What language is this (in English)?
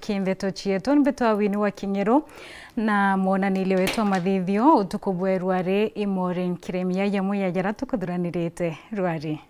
Meru